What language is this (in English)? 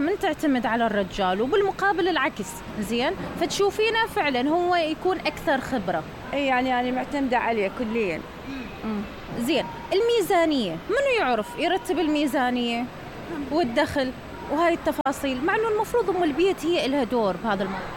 Mesopotamian Arabic